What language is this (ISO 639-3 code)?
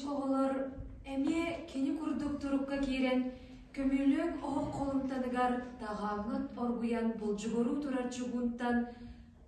sah